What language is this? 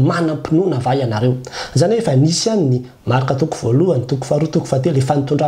Malagasy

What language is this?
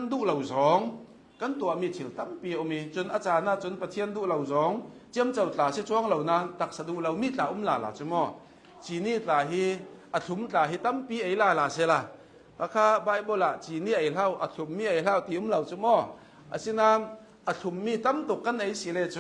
Hakha Chin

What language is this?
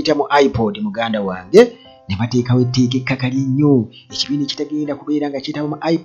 Ganda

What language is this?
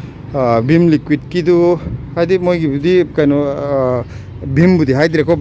Manipuri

